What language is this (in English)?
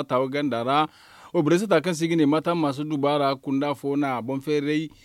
Zarma